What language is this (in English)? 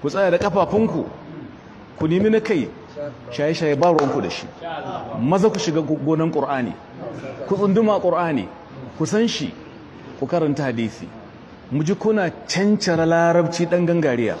Hausa